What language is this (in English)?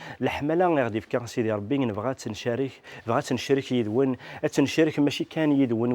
Kabyle